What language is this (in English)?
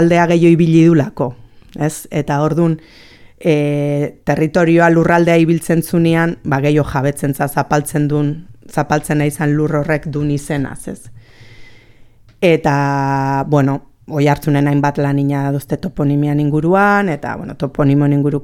Basque